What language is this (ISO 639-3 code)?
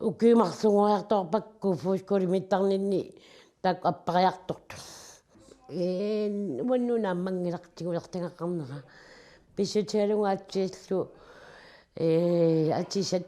kal